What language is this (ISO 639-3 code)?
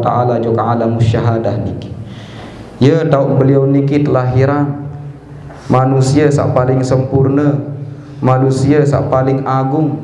sas